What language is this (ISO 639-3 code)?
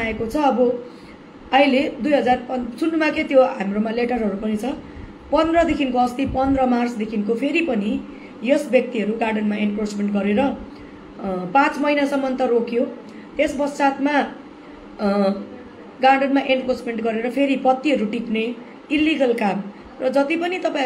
nep